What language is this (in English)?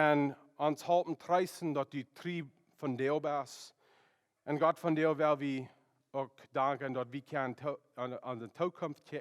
Plautdietsch